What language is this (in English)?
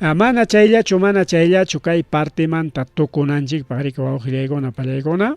Ayacucho Quechua